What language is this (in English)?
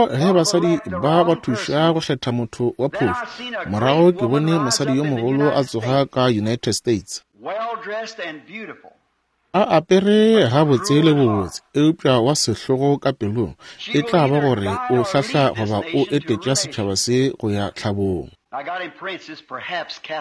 Northern Sotho